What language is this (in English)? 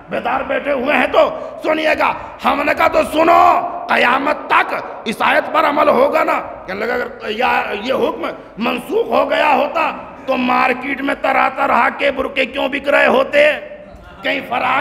Urdu